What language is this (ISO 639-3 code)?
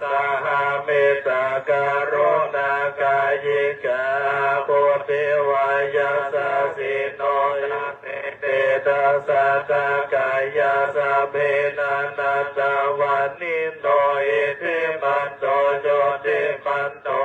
pli